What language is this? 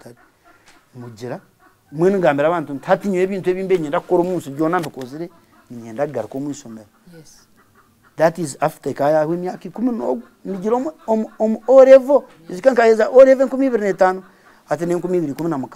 Nyankole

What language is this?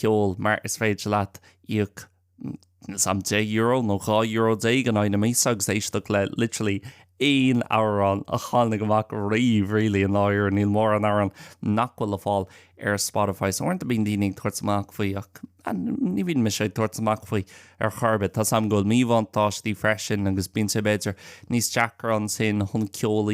Irish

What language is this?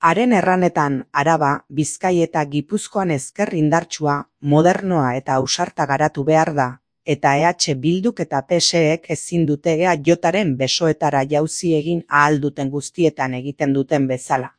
Basque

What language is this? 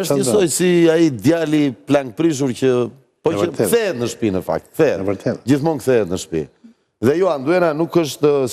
Albanian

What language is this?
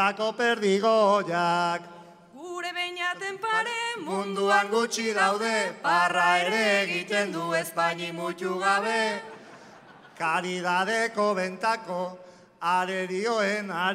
Basque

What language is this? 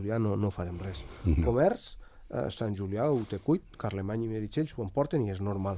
Catalan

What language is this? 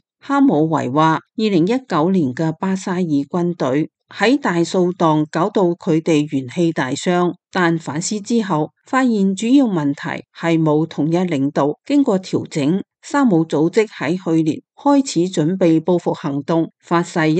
Cantonese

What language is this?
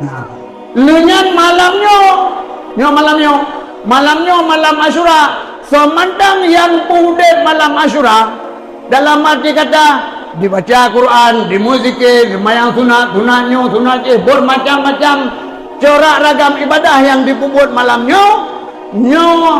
Achinese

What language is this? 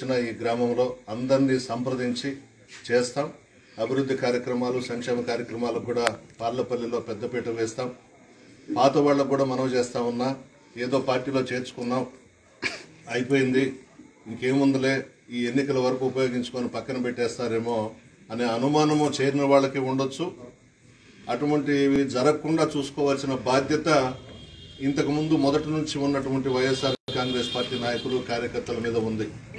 Telugu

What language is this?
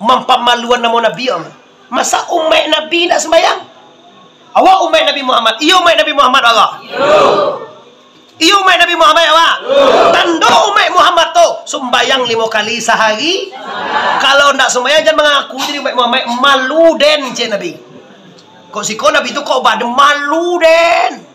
Minangkabau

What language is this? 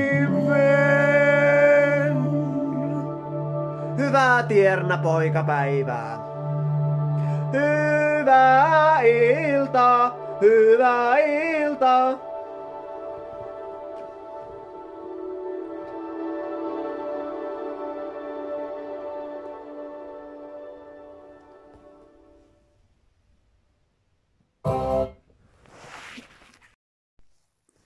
Finnish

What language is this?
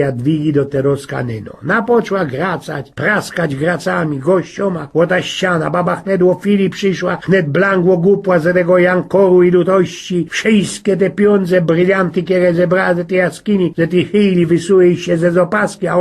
Silesian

